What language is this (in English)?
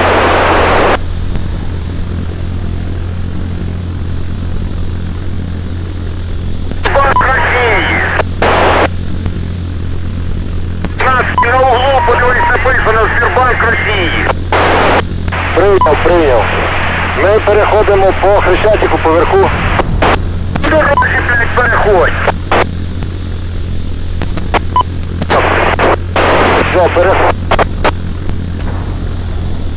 Ukrainian